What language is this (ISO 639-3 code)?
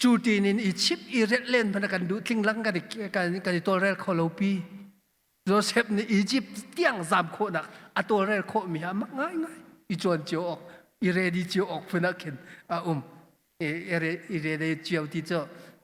cnh